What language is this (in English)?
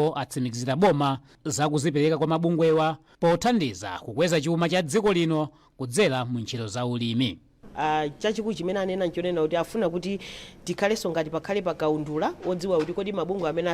Nyanja